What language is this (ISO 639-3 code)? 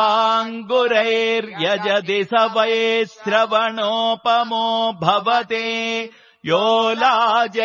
san